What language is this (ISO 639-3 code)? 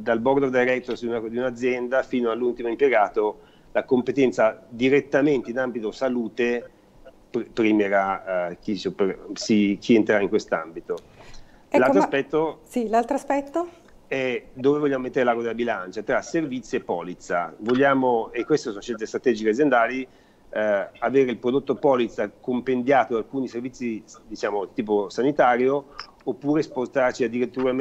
ita